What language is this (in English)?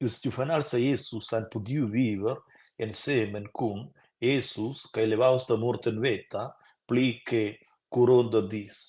Romansh